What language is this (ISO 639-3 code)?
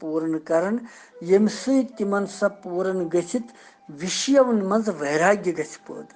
kas